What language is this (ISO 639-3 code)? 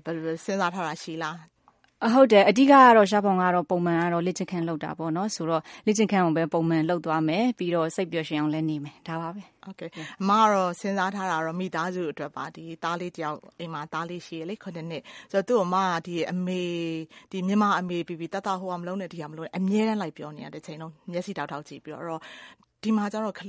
mya